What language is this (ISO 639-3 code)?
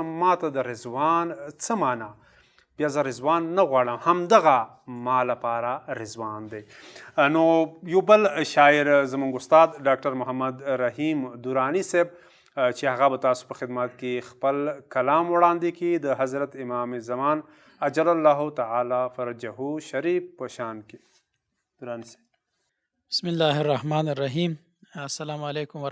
pus